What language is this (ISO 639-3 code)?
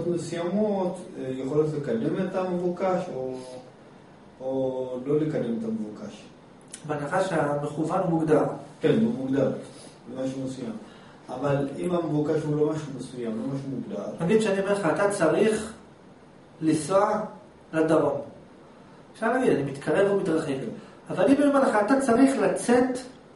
heb